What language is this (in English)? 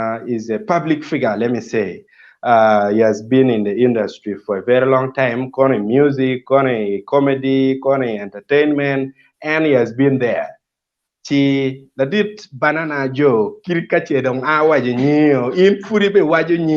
Acoli